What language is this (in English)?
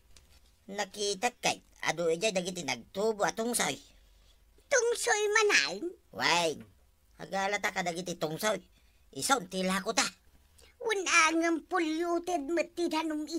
Iloko